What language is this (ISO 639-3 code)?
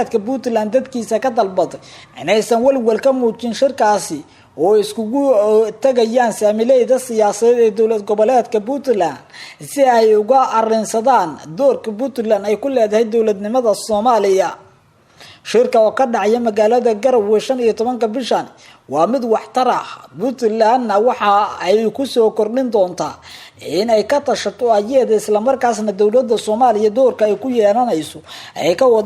som